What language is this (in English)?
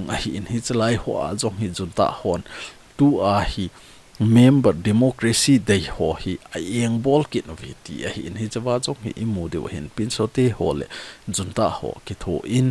Thado Chin